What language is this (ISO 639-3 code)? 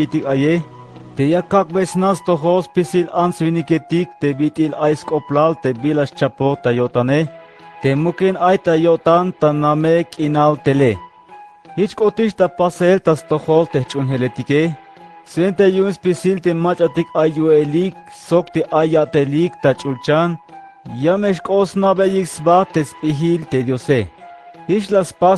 tzh